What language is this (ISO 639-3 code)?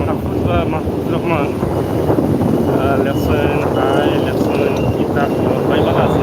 syl